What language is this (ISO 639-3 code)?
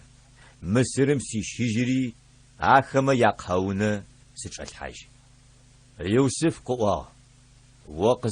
ady